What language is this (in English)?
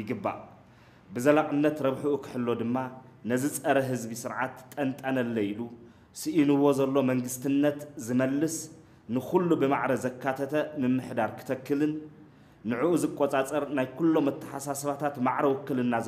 Tigrinya